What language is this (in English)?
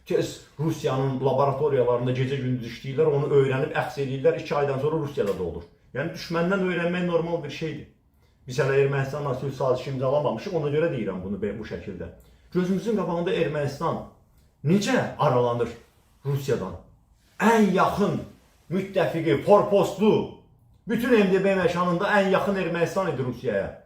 Azerbaijani